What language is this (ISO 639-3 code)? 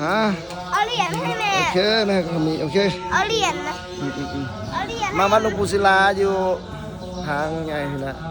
lao